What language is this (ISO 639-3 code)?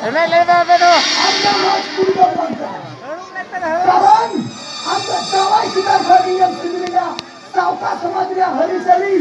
sat